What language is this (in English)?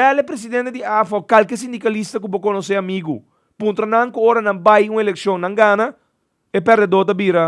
Papiamento